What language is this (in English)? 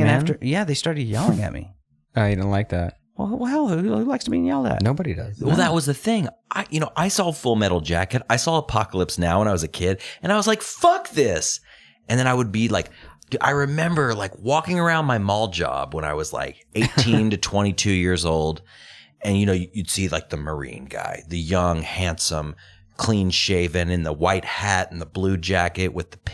English